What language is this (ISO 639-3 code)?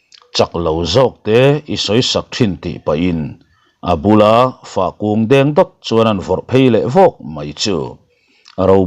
lus